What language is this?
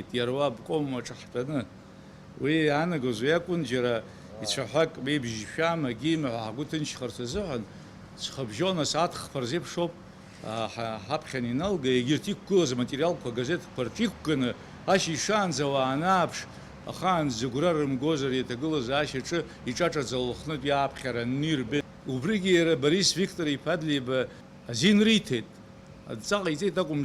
Abkhazian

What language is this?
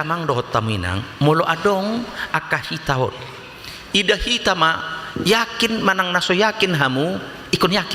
Batak Toba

